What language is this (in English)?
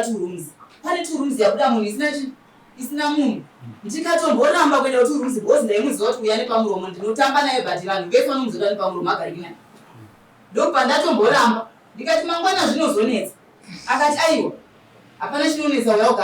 Shona